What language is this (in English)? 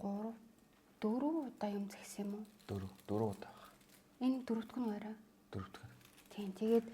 Mongolian